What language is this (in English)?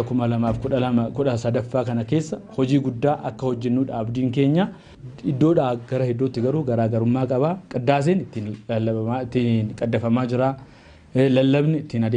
Oromo